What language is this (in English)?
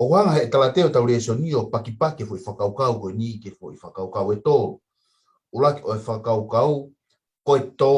Tongan